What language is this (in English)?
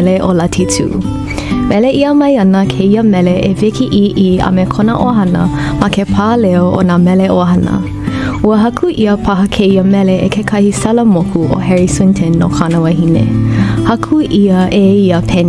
Hawaiian